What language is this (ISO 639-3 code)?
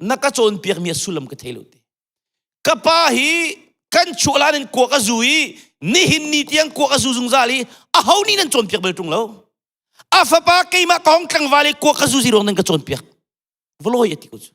cnh